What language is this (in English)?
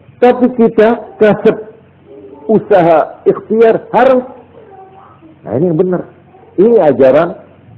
Indonesian